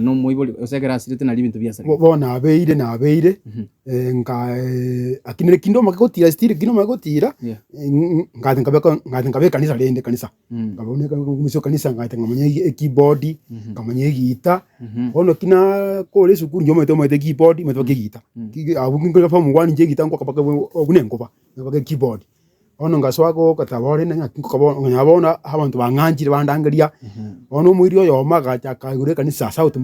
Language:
Gusii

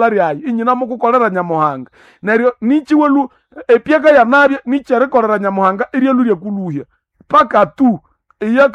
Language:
Nande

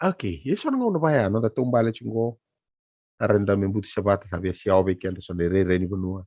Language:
Fijian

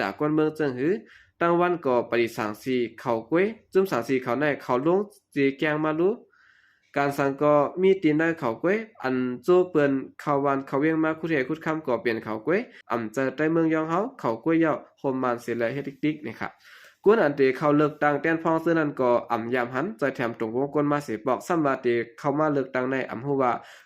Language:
Shan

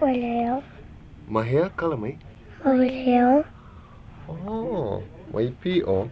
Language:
Hawaiian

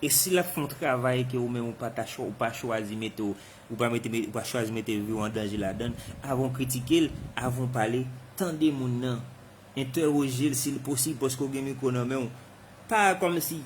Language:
Haitian Creole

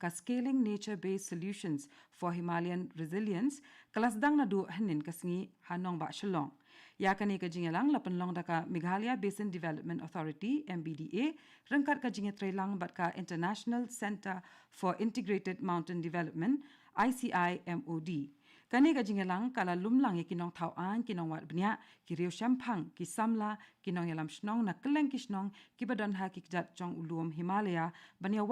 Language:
Khasi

